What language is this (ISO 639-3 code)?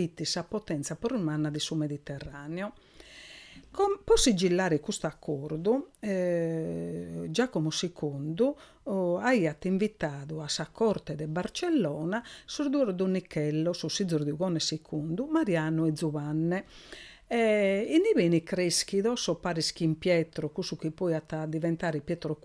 srd